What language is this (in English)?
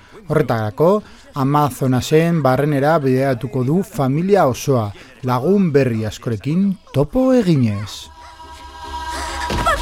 Basque